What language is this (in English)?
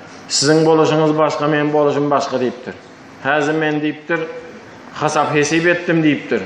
Turkmen